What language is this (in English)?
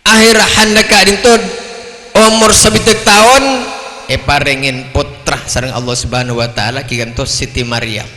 Madurese